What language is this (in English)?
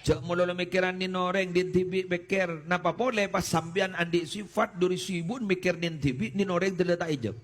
Madurese